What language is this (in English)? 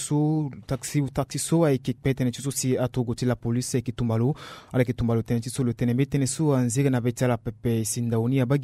Sango